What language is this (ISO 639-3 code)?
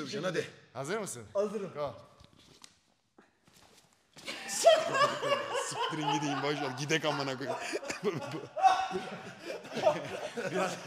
tur